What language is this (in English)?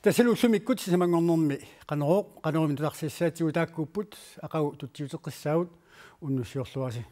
Kalaallisut